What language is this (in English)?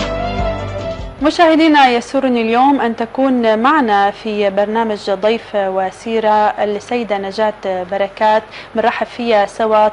North Levantine Arabic